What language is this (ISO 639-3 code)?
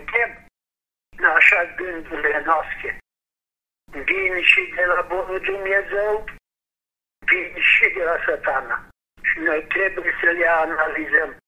ron